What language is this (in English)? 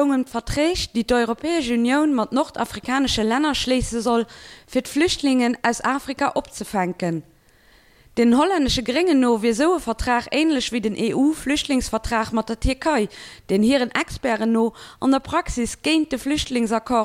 Luxembourgish